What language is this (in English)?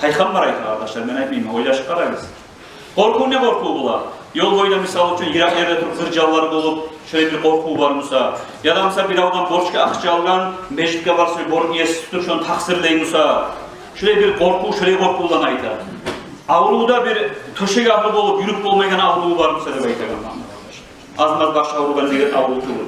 Kumyk